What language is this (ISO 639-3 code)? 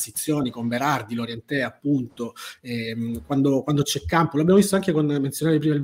ita